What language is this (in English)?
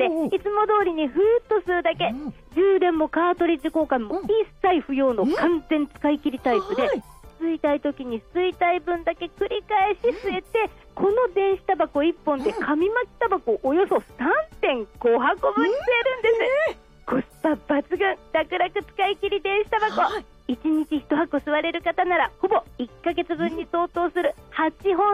Japanese